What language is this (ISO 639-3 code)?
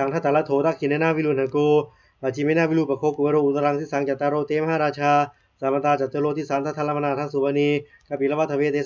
pli